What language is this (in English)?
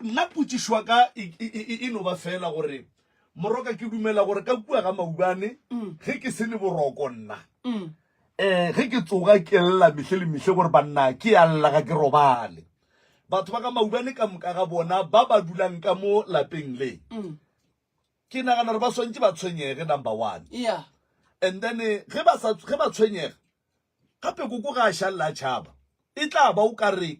Northern Sotho